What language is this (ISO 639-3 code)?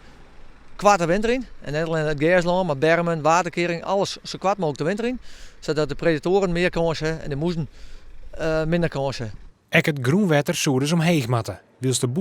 fry